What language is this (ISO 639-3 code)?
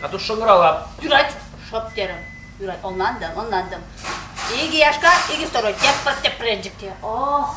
chv